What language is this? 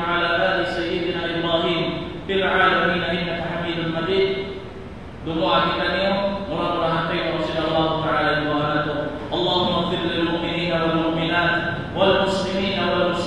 Tausug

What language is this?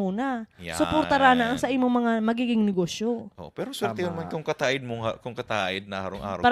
Bikol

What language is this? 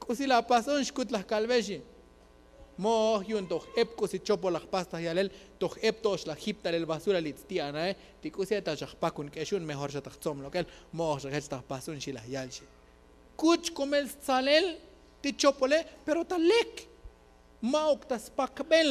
Tzotzil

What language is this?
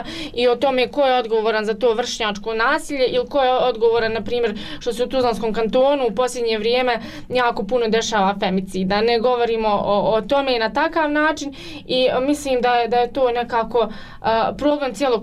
Bosnian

